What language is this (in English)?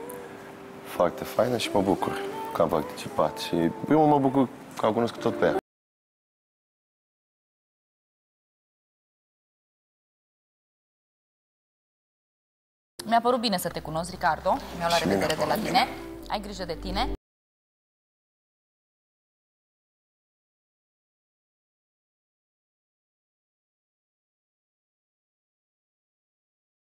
Romanian